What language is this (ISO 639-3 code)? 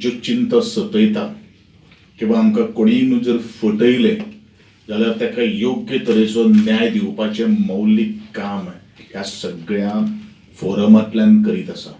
kok